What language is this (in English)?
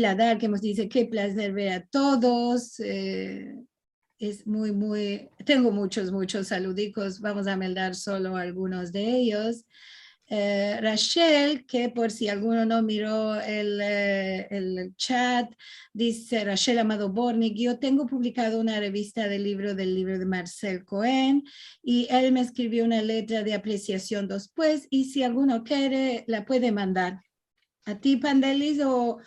Ladino